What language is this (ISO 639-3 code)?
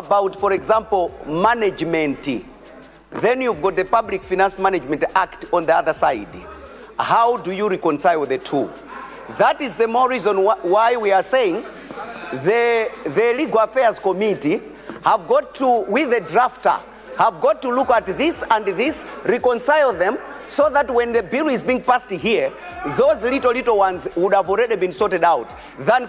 nya